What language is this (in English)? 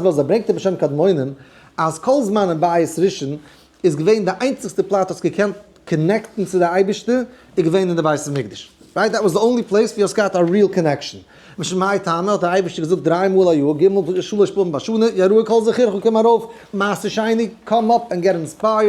Yiddish